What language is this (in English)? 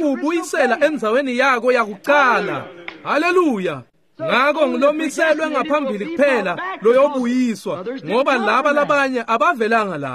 Swati